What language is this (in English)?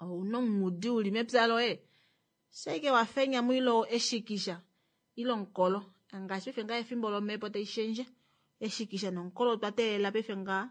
Kuanyama